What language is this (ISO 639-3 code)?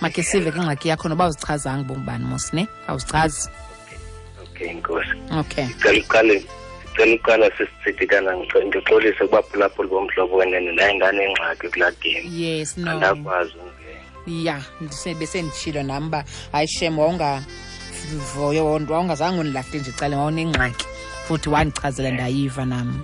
xho